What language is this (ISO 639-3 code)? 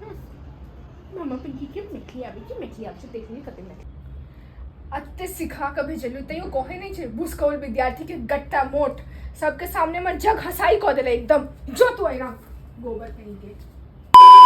mai